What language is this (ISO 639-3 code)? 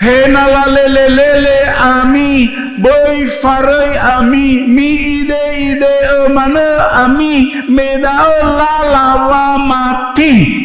nia